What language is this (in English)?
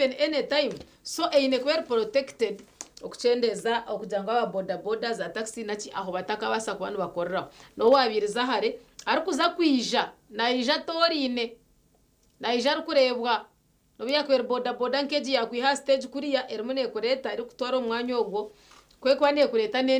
Nyankole